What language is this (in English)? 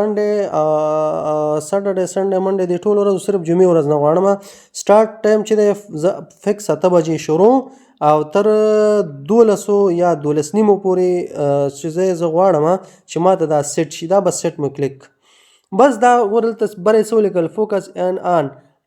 Pashto